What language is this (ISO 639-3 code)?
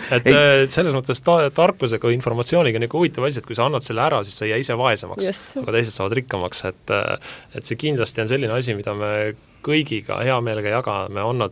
est